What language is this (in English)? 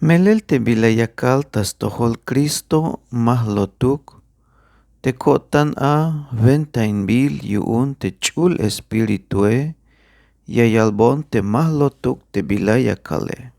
Tzeltal